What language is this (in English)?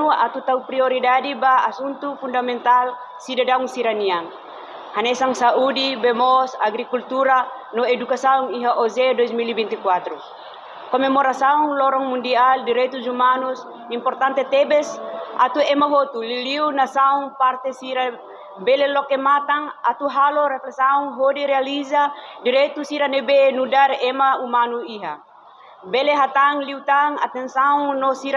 Tetum